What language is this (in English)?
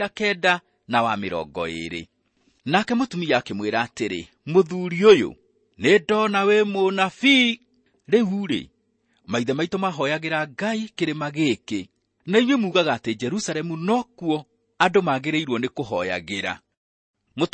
Kikuyu